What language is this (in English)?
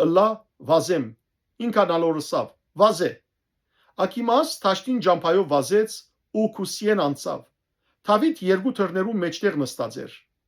Western Armenian